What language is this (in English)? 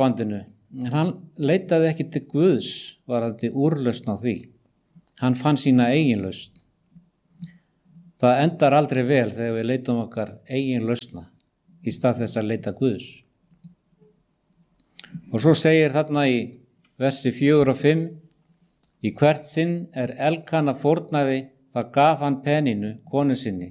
Icelandic